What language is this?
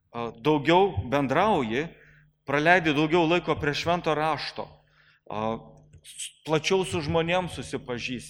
Lithuanian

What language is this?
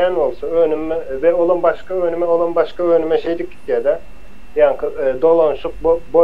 Turkmen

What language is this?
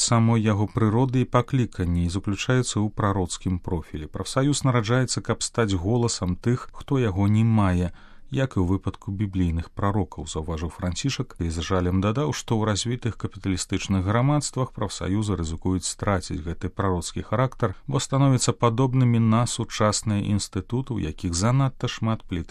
Belarusian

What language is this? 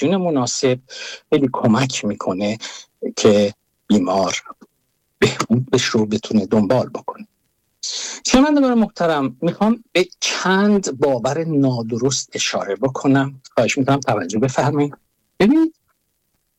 Persian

